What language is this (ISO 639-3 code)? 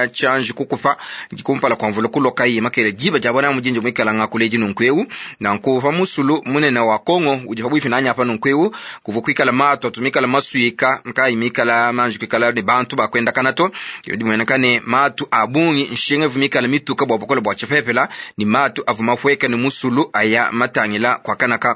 lua